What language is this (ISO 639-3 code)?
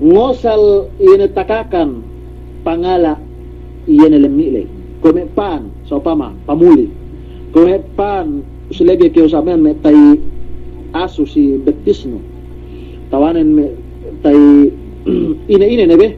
yka